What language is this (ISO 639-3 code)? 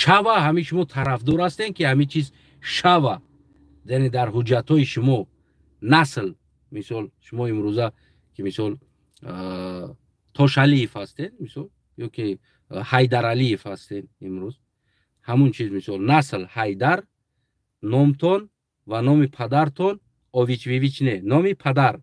tgk